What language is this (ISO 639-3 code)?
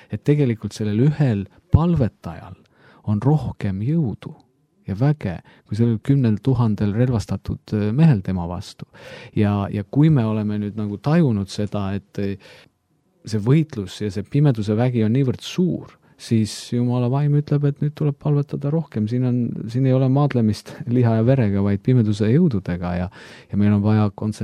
est